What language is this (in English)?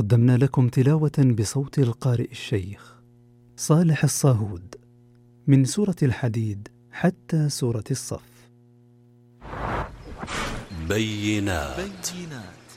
Arabic